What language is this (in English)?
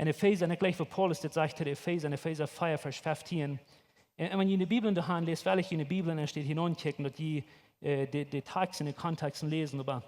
Plautdietsch